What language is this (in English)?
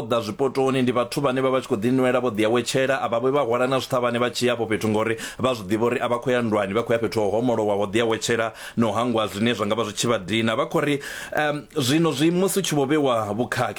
Venda